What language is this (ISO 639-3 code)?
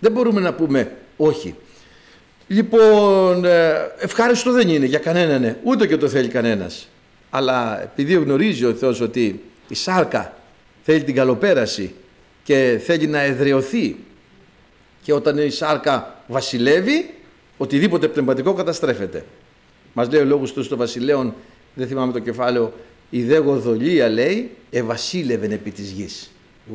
ell